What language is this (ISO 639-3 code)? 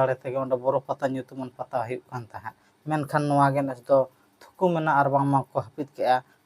sat